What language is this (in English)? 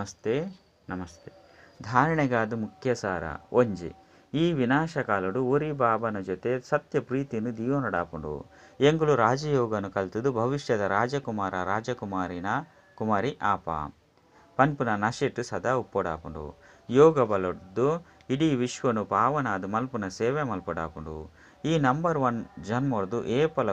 Tulu